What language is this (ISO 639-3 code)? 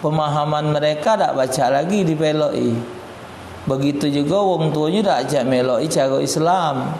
mui